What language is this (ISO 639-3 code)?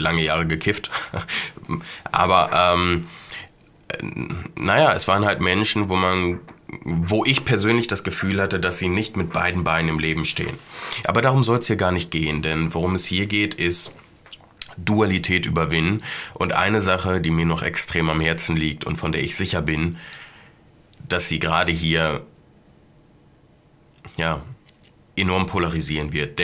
deu